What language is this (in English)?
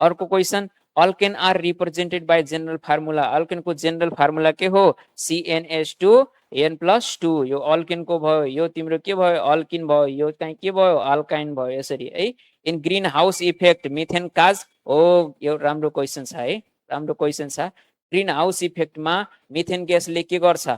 Nepali